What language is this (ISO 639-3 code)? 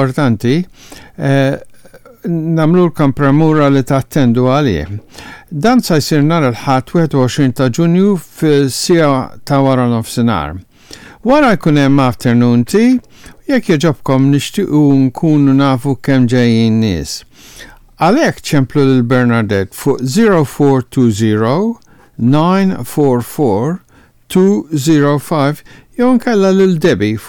mlt